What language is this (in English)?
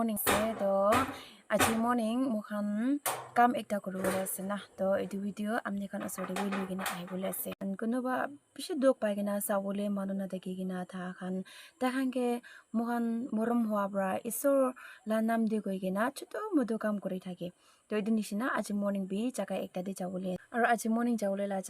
Naga Pidgin